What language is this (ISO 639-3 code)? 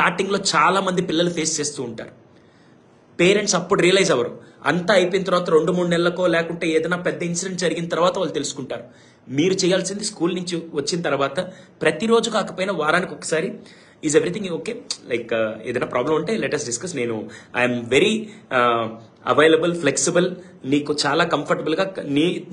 tel